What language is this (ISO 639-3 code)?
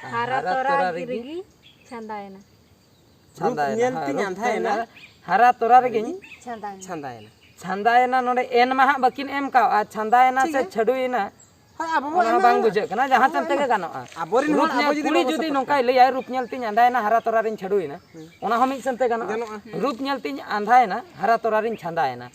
sat